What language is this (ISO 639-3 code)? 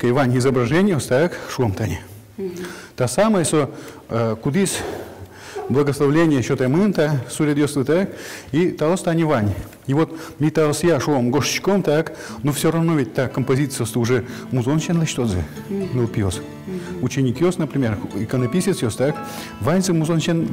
udm